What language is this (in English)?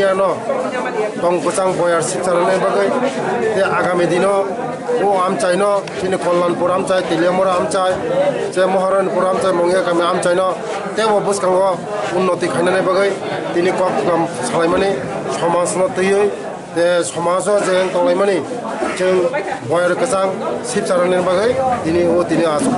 Kok Borok